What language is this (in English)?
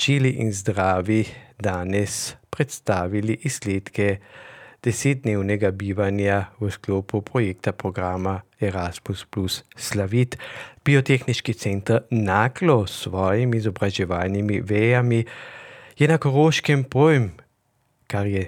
Slovenian